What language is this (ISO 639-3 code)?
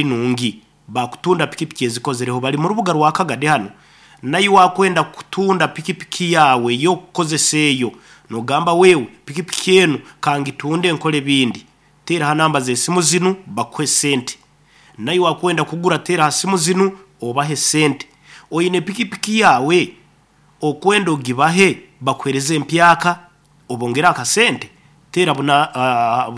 nyo